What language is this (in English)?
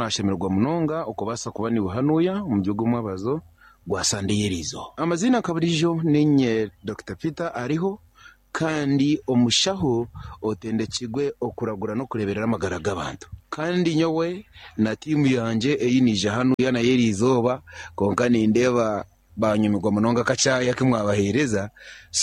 Nyankole